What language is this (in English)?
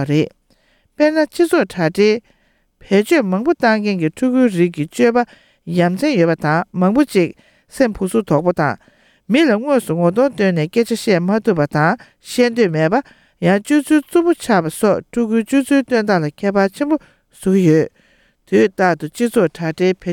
Tibetan